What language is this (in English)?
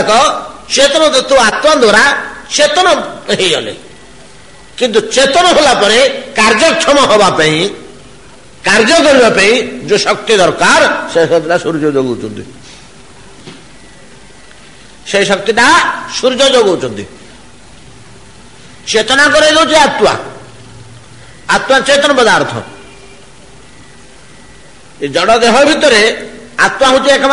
Odia